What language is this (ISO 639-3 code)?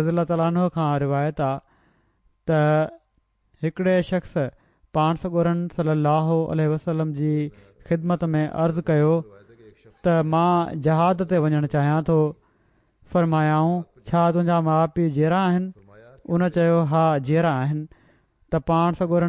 snd